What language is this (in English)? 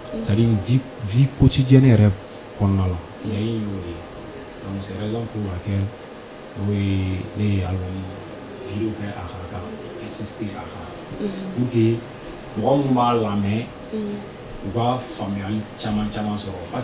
Bambara